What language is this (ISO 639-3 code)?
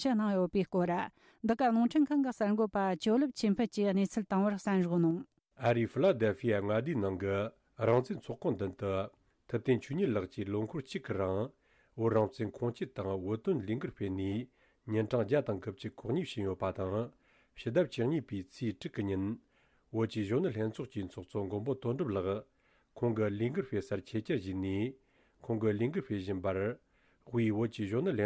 bod